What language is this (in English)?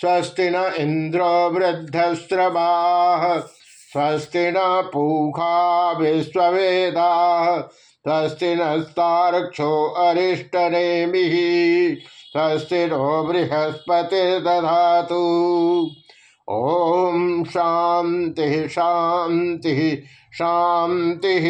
Sanskrit